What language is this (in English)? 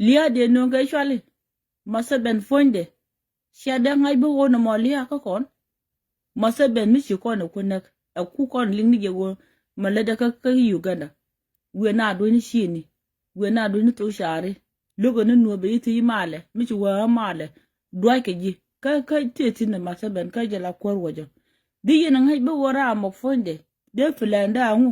Nuer